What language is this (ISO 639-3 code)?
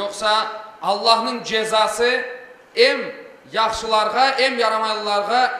crh